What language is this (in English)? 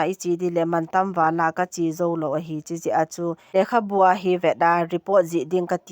Thado Chin